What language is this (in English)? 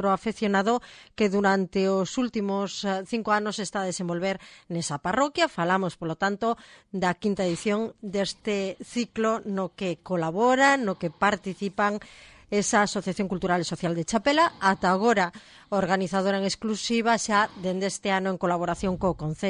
Galician